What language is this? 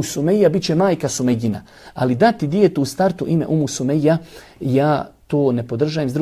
Bosnian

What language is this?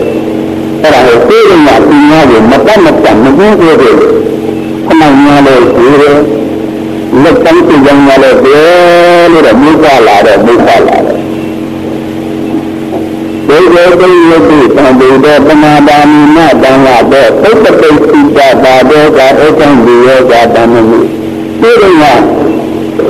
Burmese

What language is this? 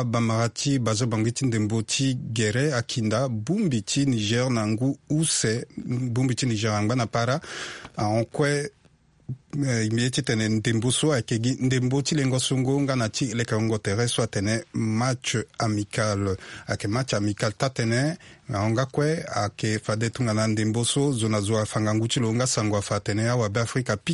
Sango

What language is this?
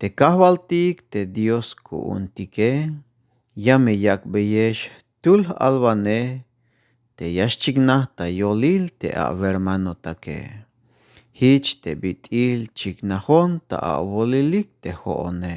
Tzeltal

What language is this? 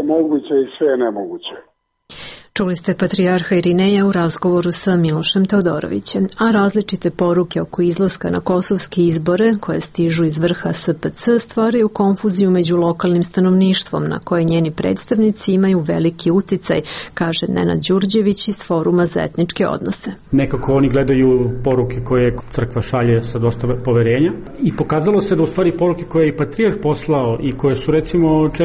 Serbian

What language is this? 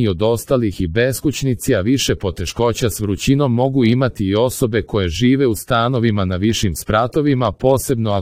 Serbian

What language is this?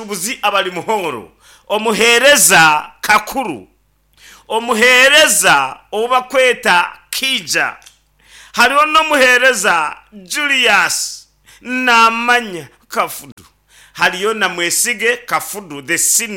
Nyankole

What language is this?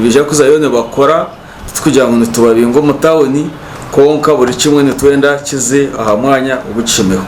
Nyankole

